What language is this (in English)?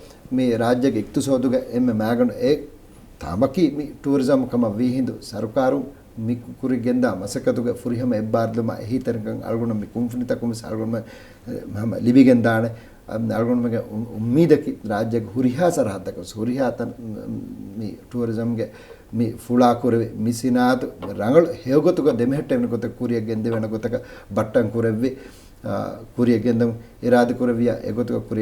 Divehi